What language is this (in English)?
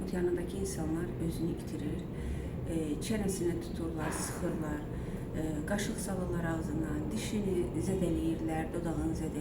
Azerbaijani